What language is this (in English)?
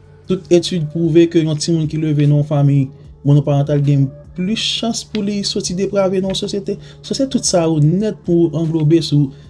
Haitian Creole